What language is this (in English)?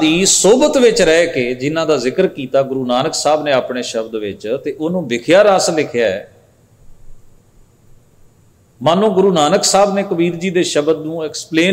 Punjabi